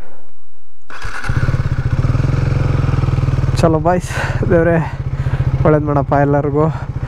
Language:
Kannada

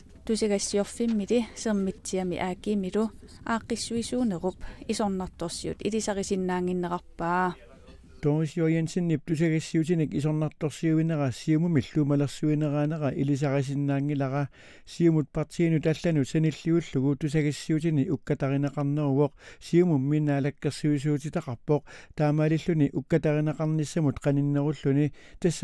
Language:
Kalaallisut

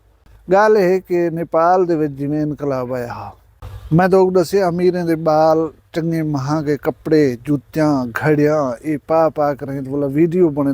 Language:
Saraiki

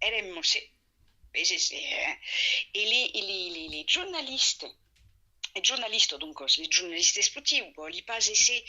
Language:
Occitan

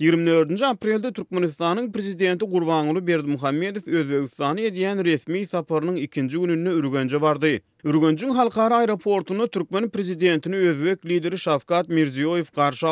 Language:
Turkmen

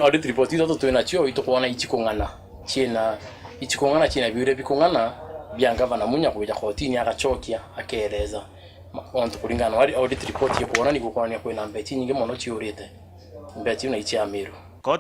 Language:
Meru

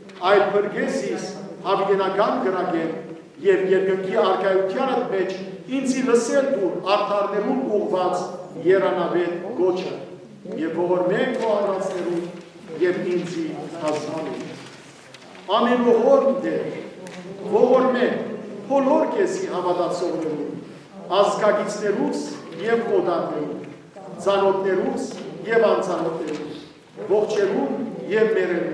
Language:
Western Armenian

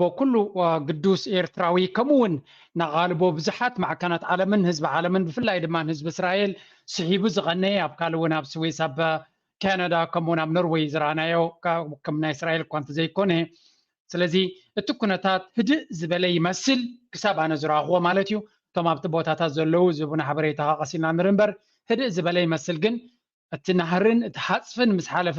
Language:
Tigrinya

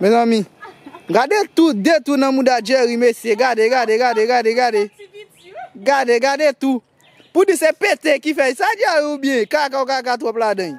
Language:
Haitian Creole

